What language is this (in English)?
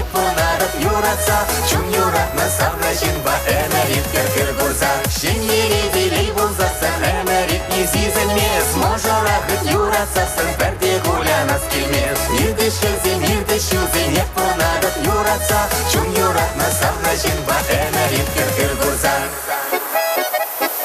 Chuvash